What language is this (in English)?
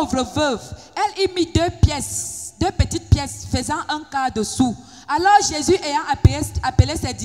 French